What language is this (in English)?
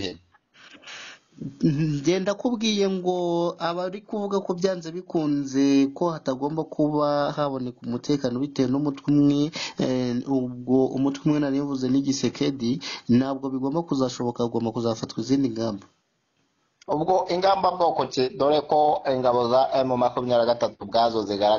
Kinyarwanda